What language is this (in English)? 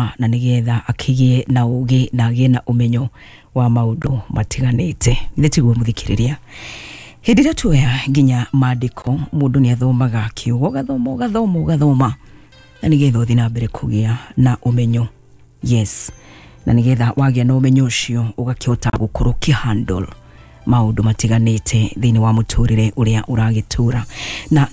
Kikuyu